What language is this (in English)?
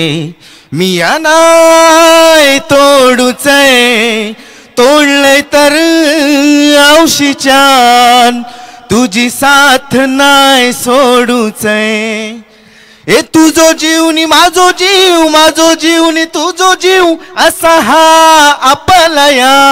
Marathi